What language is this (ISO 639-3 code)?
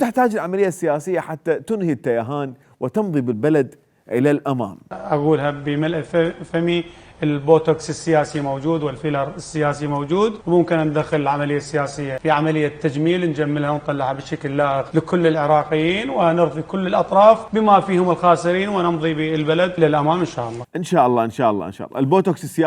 acm